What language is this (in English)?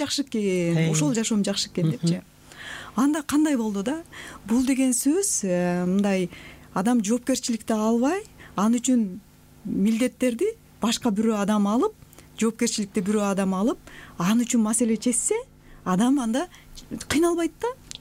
Kyrgyz